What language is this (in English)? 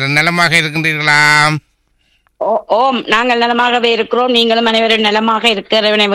Tamil